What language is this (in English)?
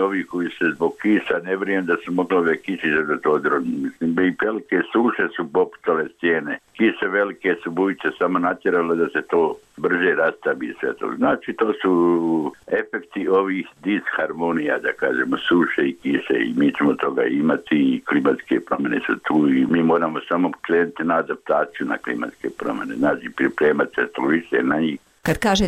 Bosnian